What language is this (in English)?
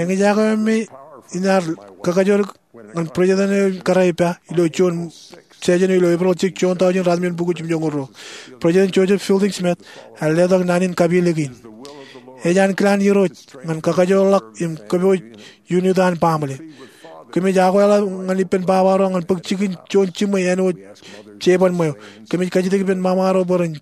Marshallese